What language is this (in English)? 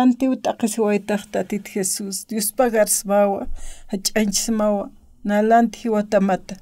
Aymara